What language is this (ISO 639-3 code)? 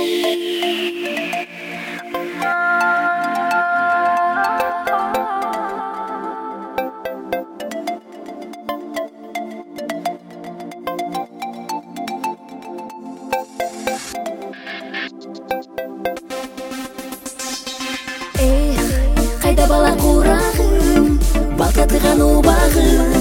kir